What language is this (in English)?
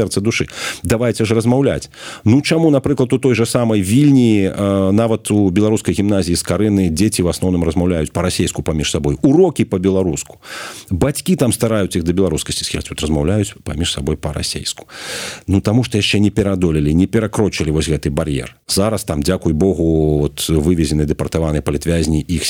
Belarusian